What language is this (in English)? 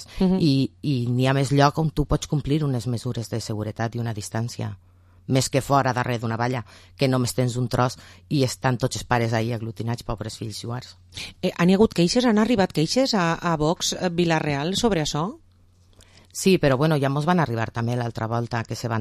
Catalan